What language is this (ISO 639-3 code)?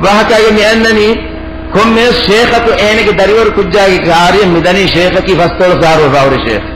div